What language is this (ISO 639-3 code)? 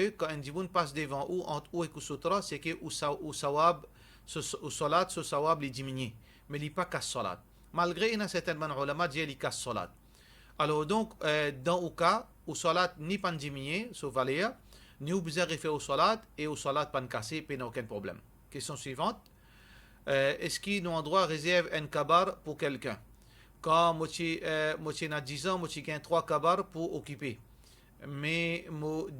mfe